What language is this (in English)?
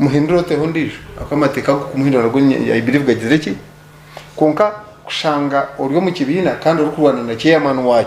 Nyankole